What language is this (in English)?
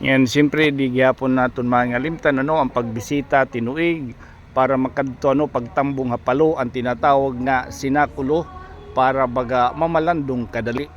Waray